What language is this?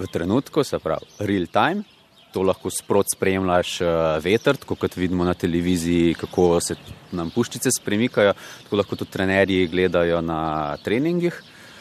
Slovenian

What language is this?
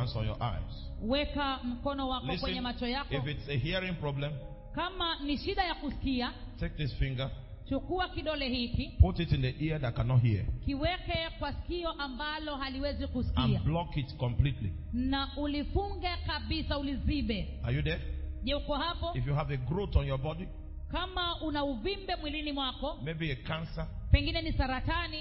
Swahili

